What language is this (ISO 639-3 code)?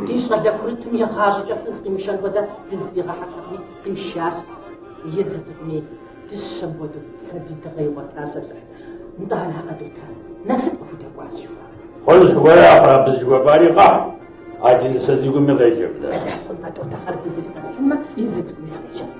kbd